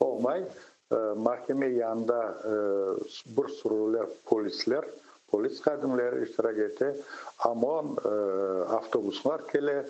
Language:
Crimean Tatar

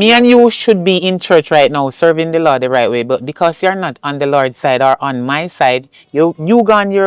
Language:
Jamaican Creole English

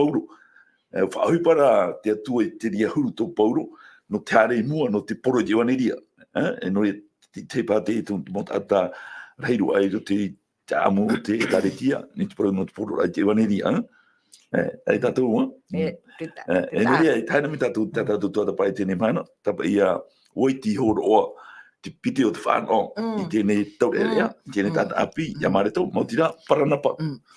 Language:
Tahitian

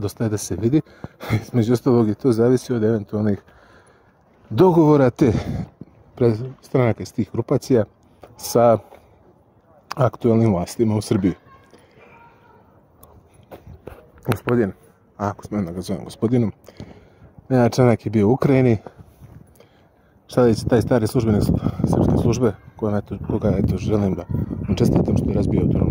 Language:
Serbian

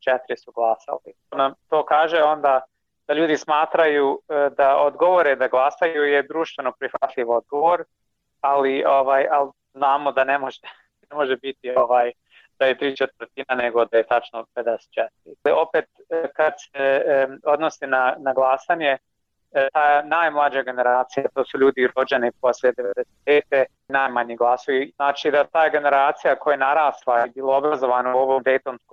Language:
Bosnian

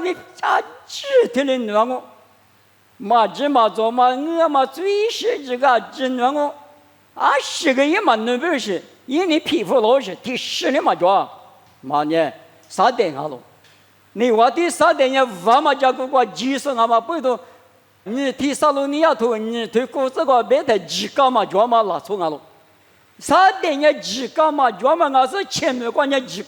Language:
Lisu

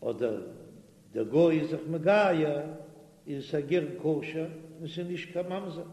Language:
Yiddish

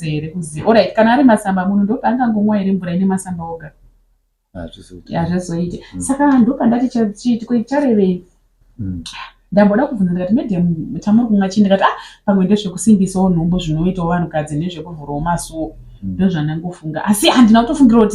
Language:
Shona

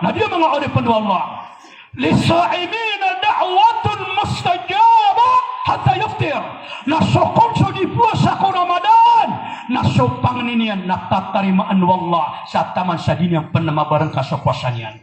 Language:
Maranao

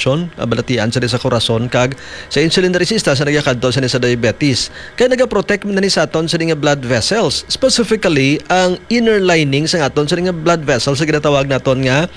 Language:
Hiligaynon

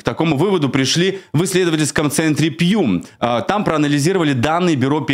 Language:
Russian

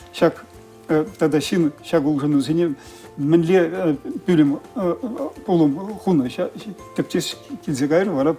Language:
Chuvash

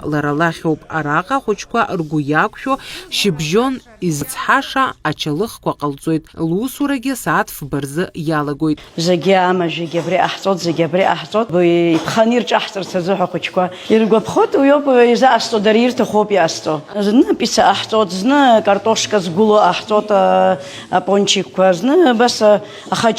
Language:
Abkhazian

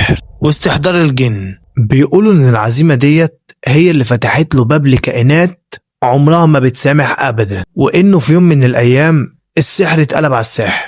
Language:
Egyptian Arabic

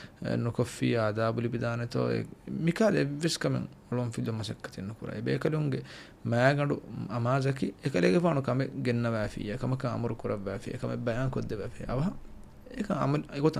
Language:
Divehi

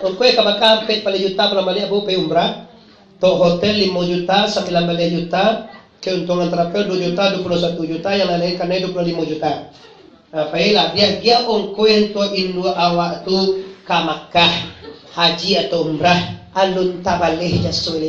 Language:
Minangkabau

